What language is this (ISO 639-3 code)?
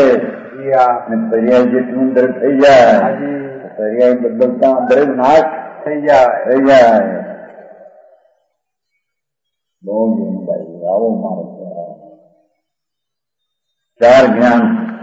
guj